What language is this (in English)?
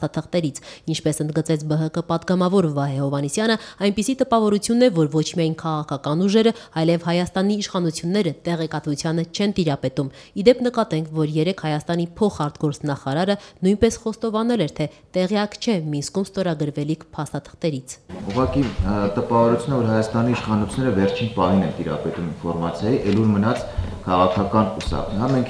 Armenian